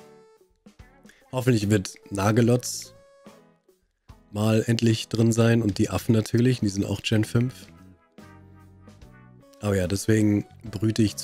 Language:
German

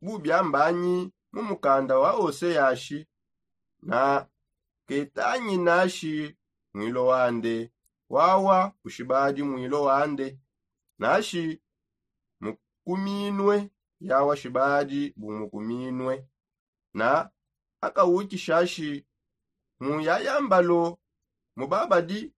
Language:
Songe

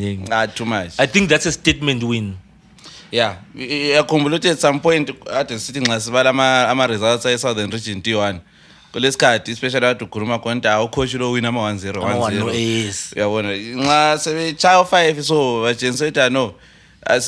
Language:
North Ndebele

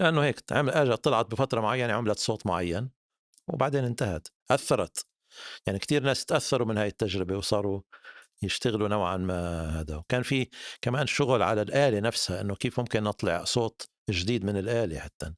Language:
North Levantine Arabic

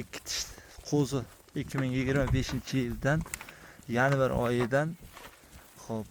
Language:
Uzbek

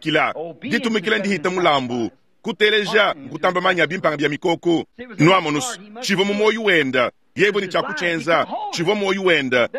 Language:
Luba-Lulua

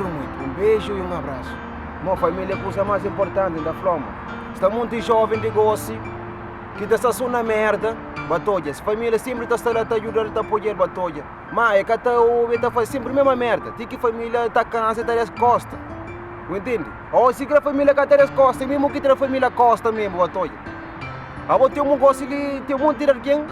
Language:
Kabuverdianu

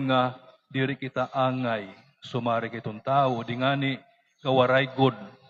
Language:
Waray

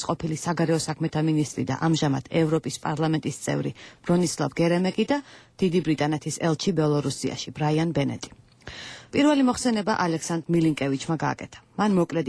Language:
Georgian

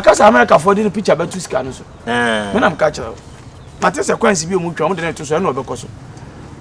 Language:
Akan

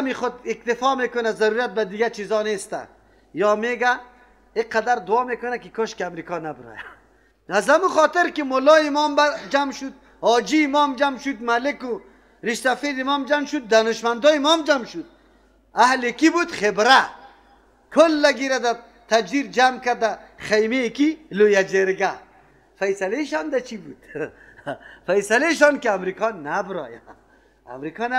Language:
Persian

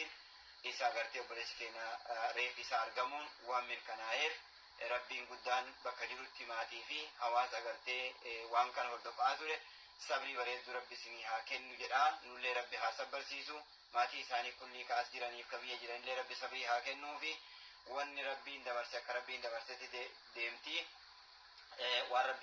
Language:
Oromo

